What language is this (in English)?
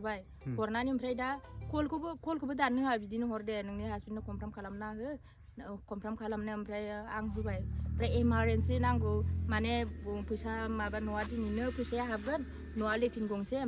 Bodo